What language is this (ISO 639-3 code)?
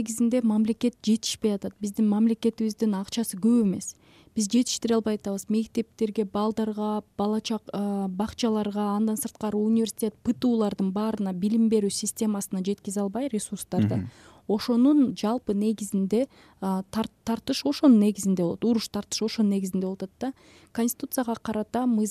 kir